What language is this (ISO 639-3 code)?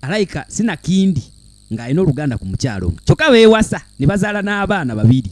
lug